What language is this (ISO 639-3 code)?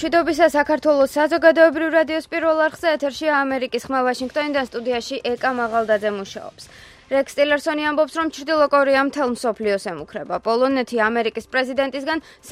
kat